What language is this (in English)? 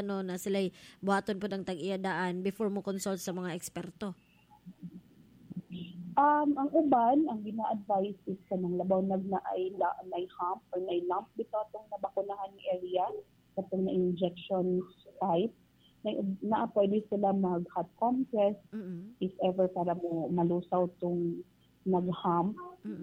Cebuano